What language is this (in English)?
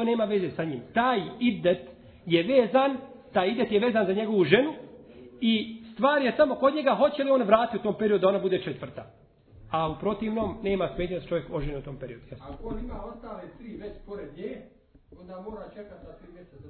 Bosnian